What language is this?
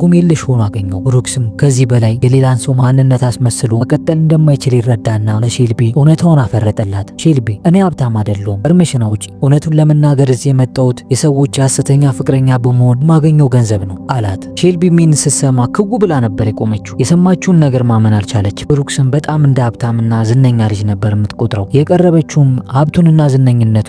Amharic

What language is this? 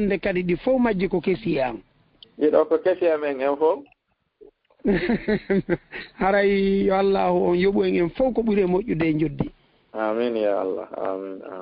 Fula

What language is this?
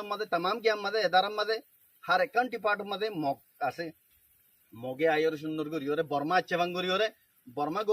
Rohingya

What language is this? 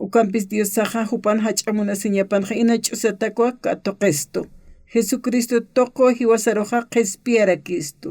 Aymara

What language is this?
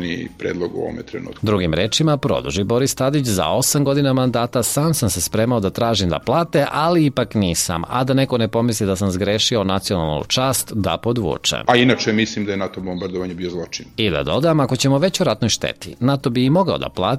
Serbian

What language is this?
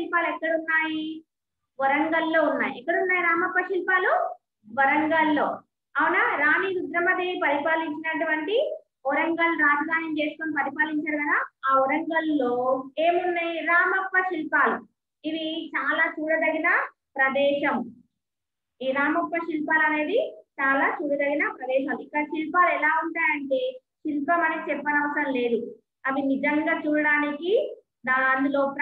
Telugu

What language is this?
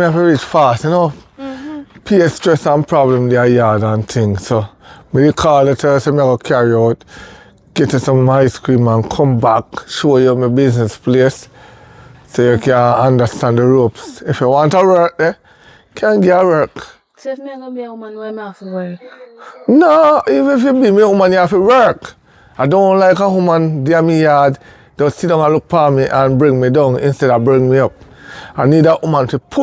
Jamaican Creole English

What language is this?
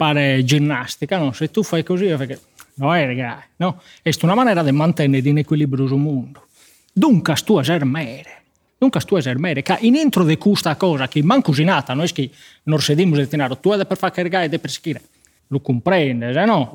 Sardinian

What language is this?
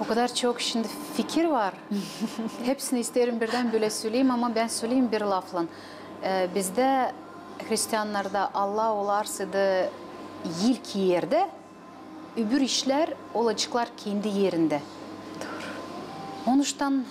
Gagauz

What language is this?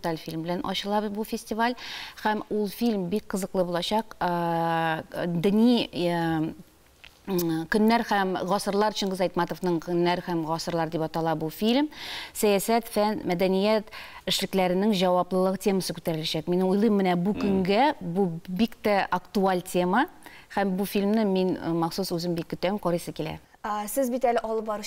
Tatar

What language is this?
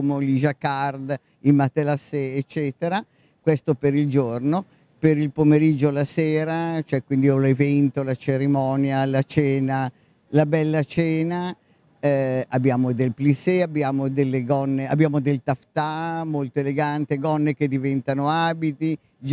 Italian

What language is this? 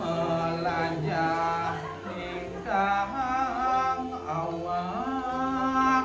Balinese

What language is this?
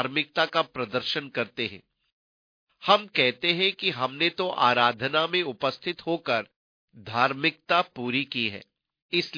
Hindi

